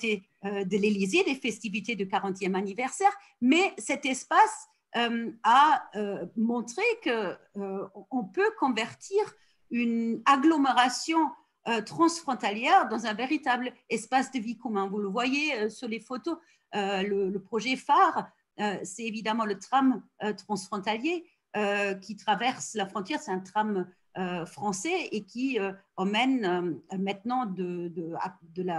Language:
French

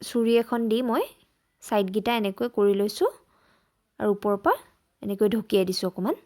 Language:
Assamese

